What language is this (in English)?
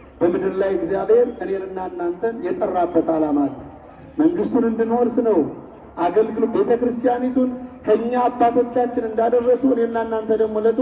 Amharic